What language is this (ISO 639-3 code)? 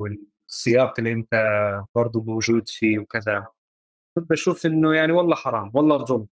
apc